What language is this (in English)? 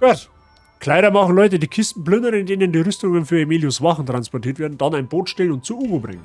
Bavarian